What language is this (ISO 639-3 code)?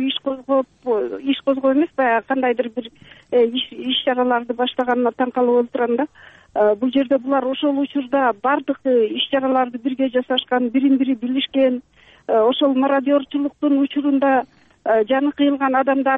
kir